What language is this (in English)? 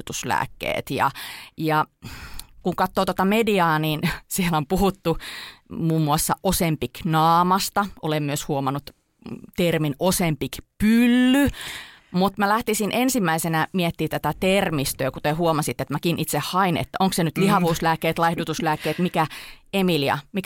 Finnish